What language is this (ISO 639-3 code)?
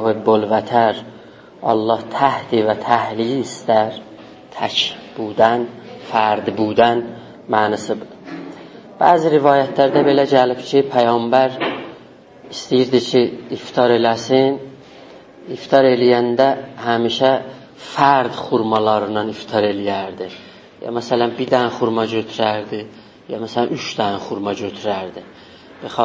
azb